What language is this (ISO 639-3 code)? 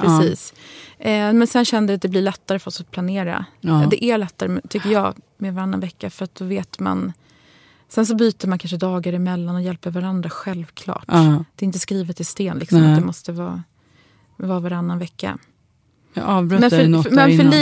swe